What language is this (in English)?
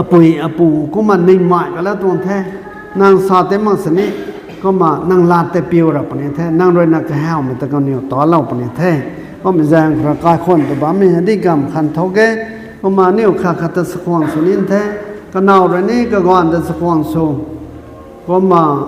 Rongmei Naga